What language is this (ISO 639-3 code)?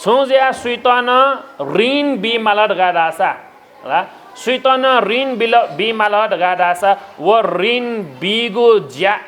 new